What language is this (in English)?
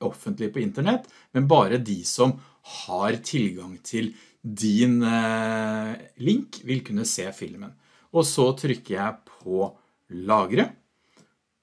Norwegian